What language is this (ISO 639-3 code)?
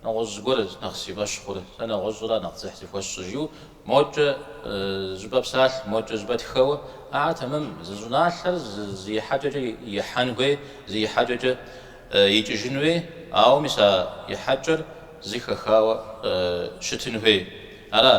kbd